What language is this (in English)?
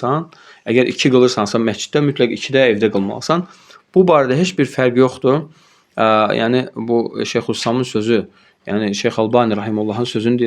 Azerbaijani